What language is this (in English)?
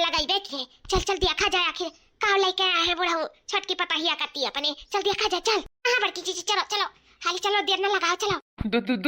Awadhi